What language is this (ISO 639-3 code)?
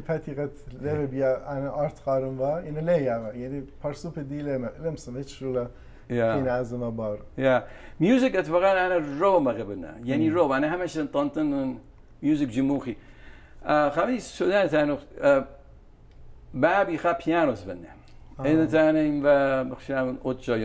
fas